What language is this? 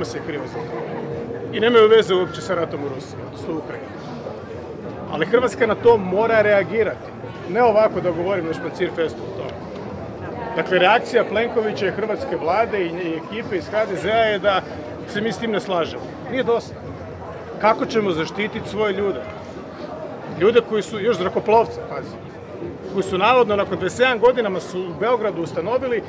Croatian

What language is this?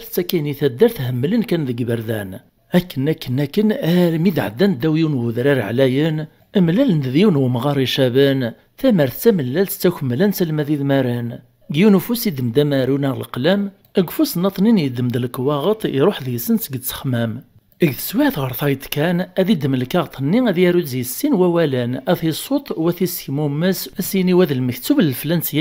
Kabyle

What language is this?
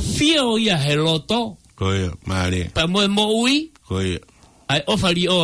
Tongan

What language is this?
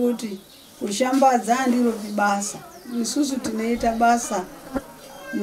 Shona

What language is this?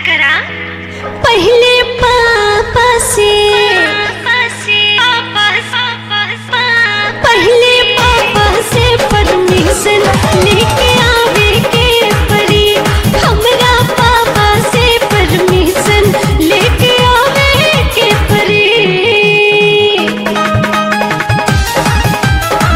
Bhojpuri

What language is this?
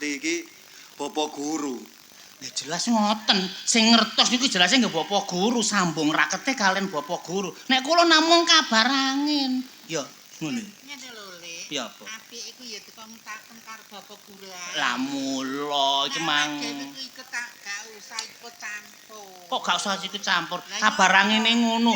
Javanese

